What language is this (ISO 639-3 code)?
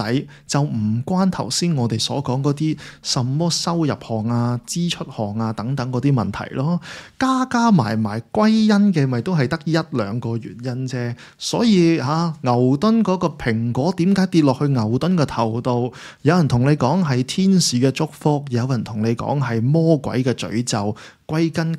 yue